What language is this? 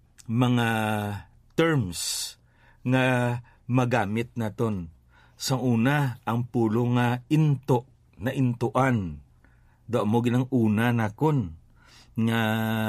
Hiligaynon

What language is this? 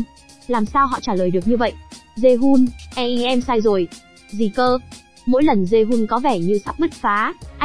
Vietnamese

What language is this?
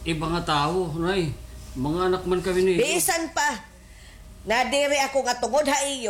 Waray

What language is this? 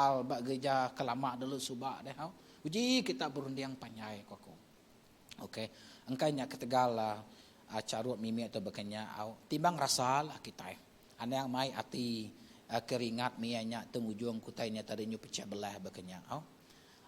Iban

